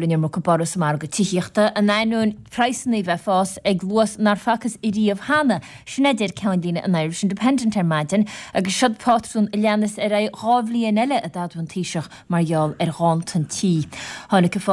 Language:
Irish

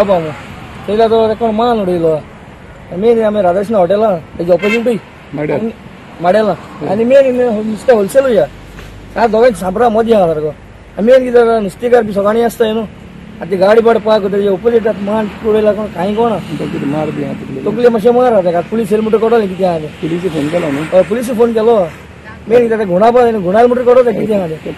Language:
Konkani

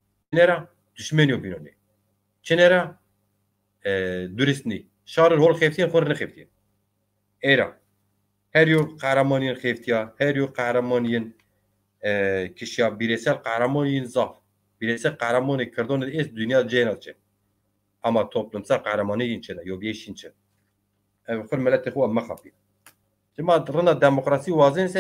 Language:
Zaza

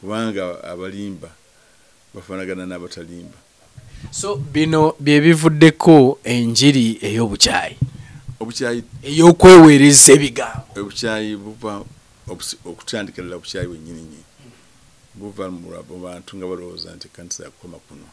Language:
Ganda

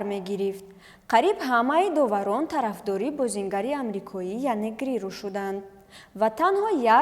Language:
Tajik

